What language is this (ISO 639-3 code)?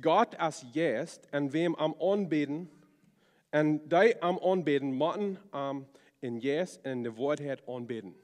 pdt